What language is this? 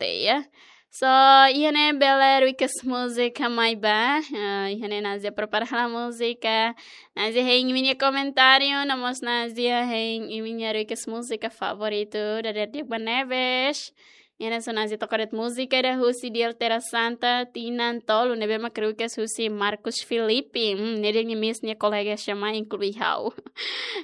Tetum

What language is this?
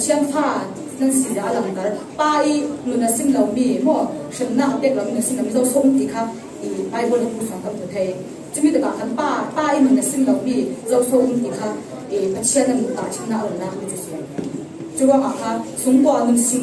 Falam Chin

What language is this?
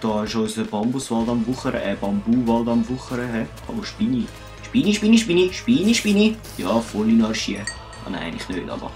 Swiss German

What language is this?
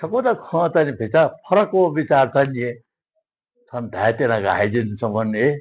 Newari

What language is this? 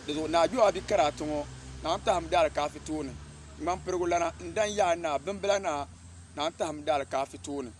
Dagbani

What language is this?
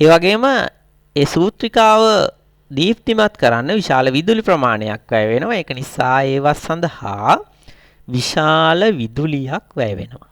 Sinhala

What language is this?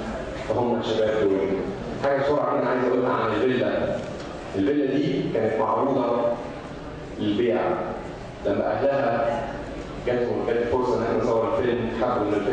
Egyptian Arabic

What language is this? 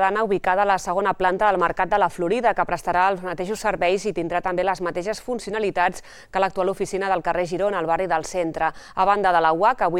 Catalan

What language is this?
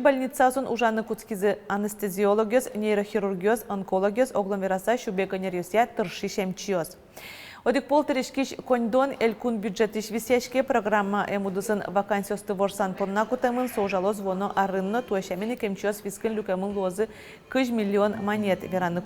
Udmurt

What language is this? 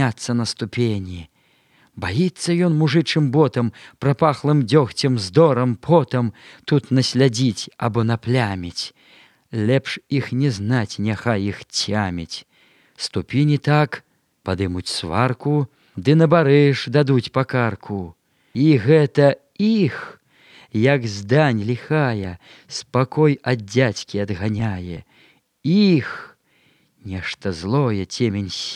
Belarusian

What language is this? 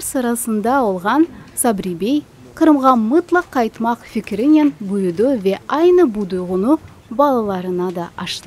Crimean Tatar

